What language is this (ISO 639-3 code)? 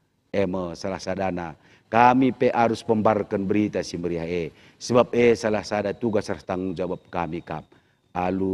btx